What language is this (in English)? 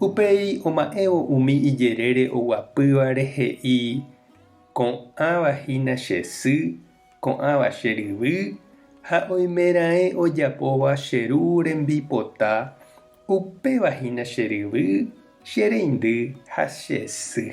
Guarani